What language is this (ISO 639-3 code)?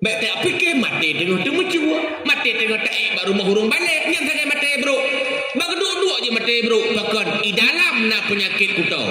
ace